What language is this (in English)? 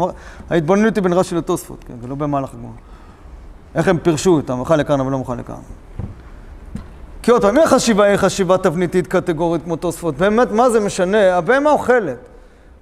Hebrew